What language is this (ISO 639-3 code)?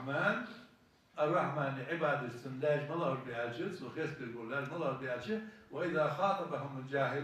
inh